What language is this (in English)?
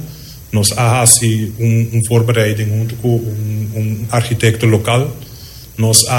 Papiamento